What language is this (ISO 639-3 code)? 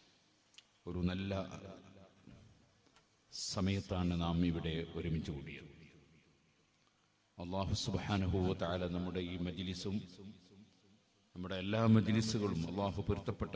mal